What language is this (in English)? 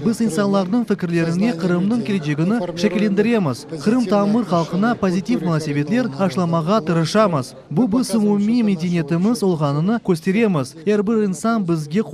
Crimean Tatar